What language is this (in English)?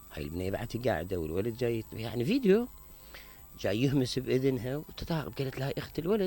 Mesopotamian Arabic